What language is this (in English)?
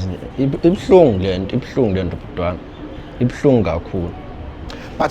Zulu